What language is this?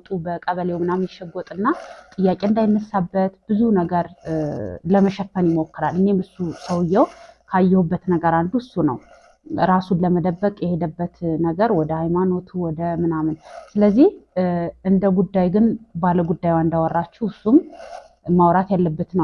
Amharic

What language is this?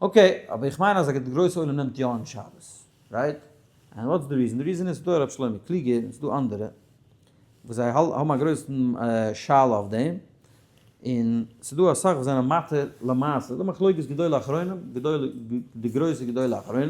Yiddish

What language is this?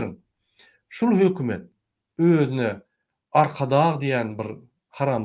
Turkmen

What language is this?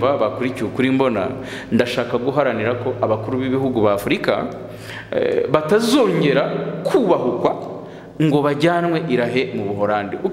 Kinyarwanda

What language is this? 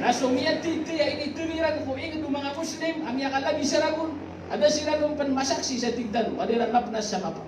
Maranao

